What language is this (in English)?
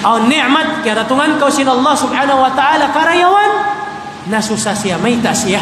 Tausug